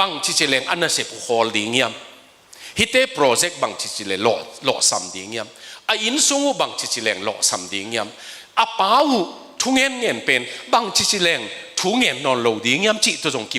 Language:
Tedim Chin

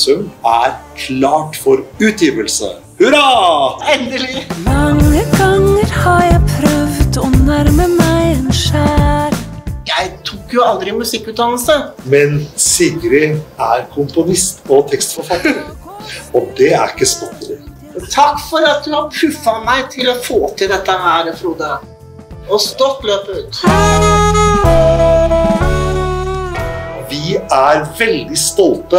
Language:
Norwegian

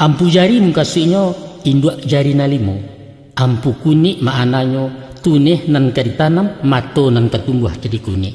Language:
Minangkabau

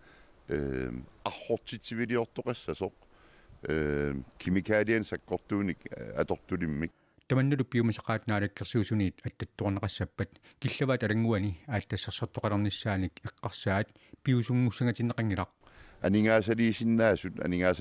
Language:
Kalaallisut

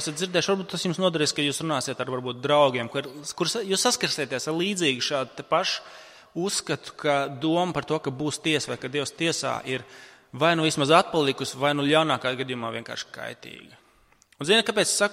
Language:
Latvian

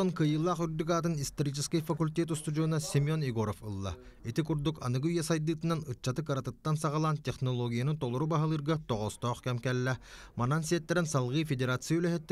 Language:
Yakut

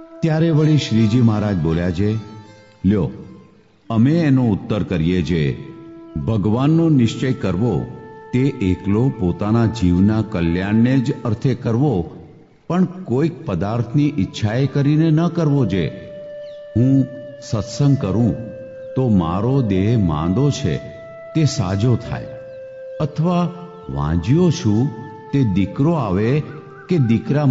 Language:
Gujarati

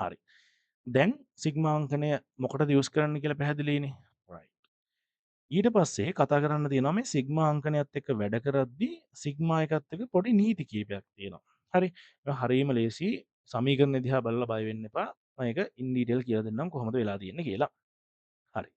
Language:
Sinhala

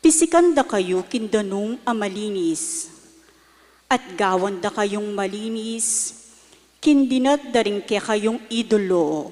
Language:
Pampanga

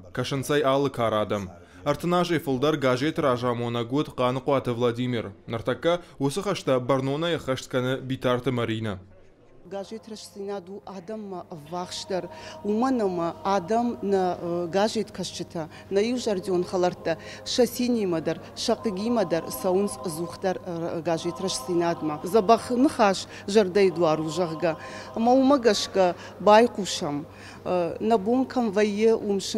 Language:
Ossetic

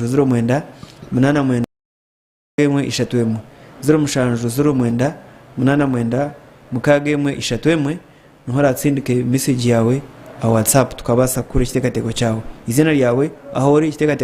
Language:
Nyankole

